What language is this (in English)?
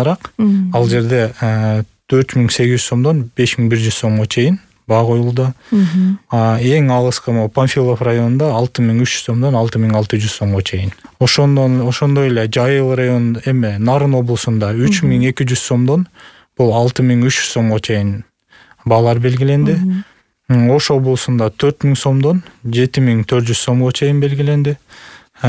Kyrgyz